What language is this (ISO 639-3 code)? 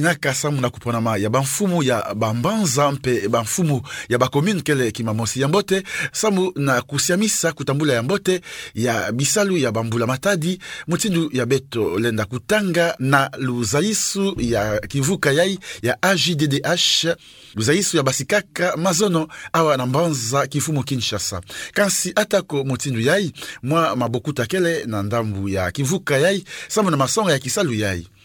ktu